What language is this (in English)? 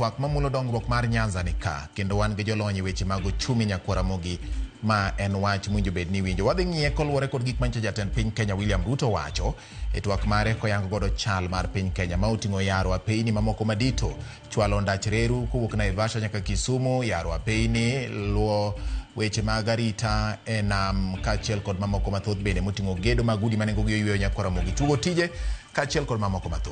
Luo (Kenya and Tanzania)